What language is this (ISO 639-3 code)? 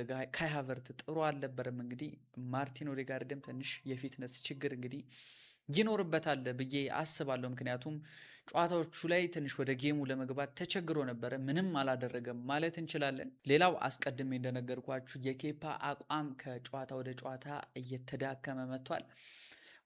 amh